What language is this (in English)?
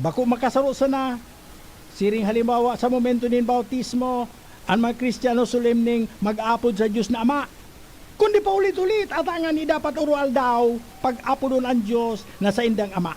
Bikol